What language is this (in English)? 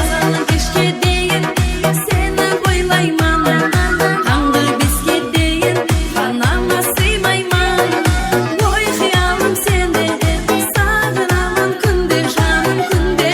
Kara-Kalpak